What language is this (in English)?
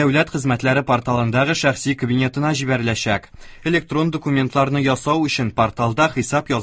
Tatar